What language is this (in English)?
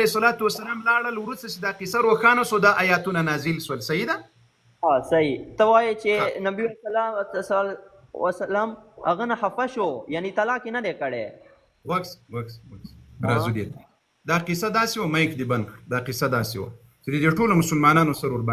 Pashto